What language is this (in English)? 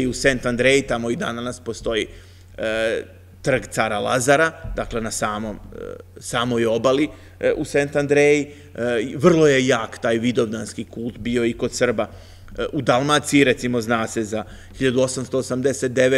Serbian